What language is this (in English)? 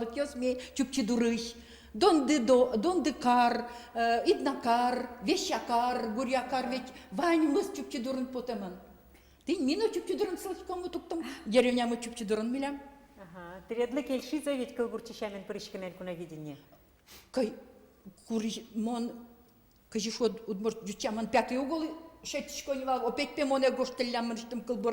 Udmurt